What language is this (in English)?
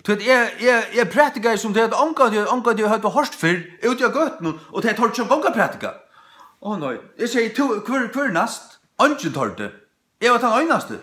Faroese